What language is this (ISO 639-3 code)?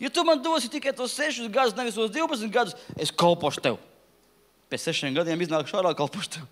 lav